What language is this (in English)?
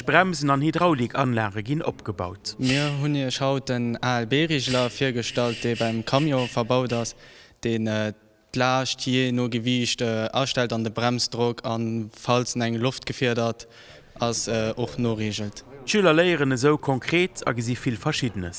Luxembourgish